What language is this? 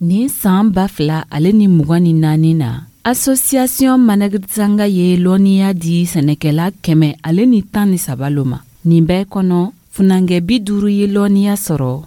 Dyula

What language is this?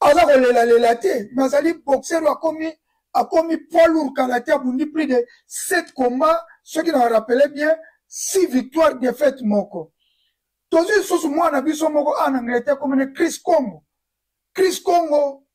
Lingala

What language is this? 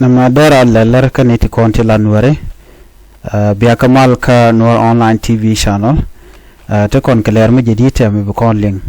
Nuer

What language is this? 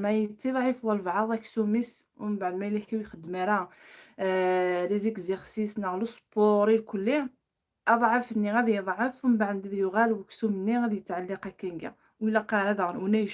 Kabyle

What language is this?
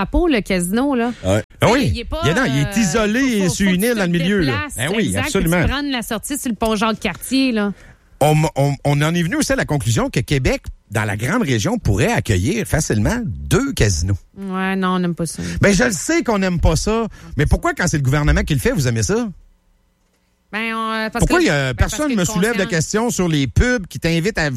French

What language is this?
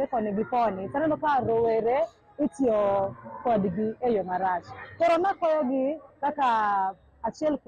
Luo (Kenya and Tanzania)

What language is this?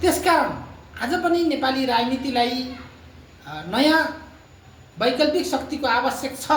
Nepali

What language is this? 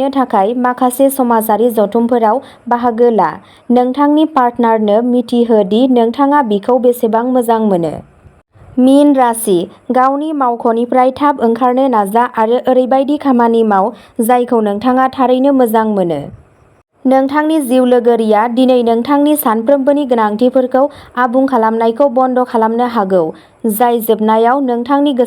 Bodo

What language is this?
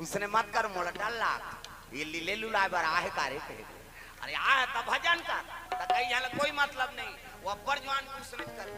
Chhattisgarhi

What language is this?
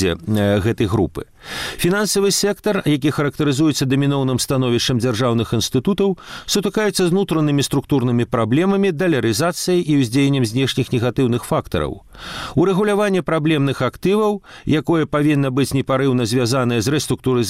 Belarusian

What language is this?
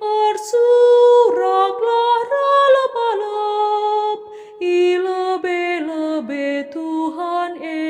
Batak Karo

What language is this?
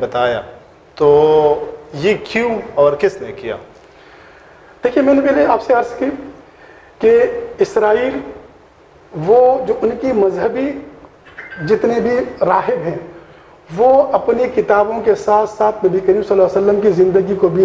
Urdu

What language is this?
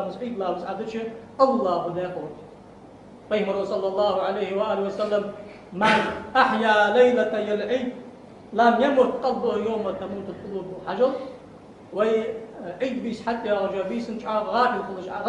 Ingush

